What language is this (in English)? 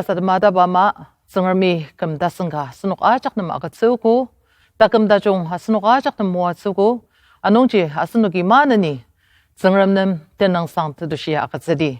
Ao Naga